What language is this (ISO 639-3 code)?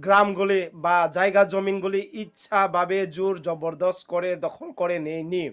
ria